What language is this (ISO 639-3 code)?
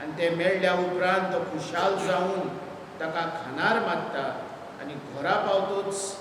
kok